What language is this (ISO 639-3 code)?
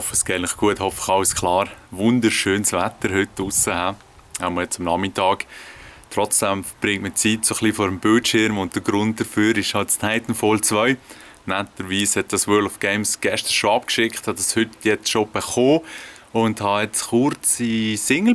gsw